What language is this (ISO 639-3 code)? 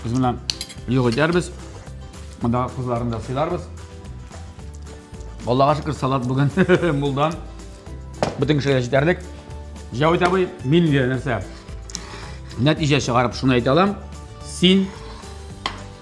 tat